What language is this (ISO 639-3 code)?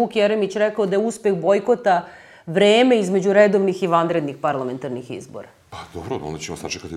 srp